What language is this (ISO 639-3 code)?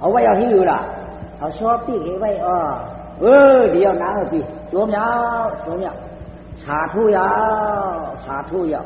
shn